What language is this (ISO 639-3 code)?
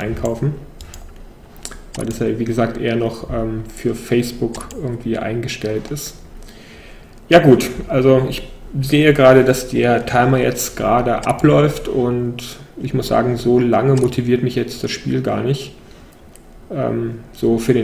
deu